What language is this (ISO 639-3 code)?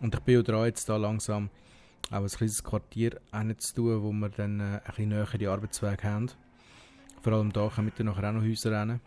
gsw